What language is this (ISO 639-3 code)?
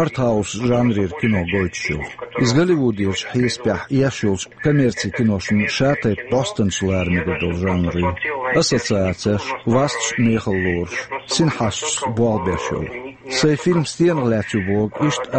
che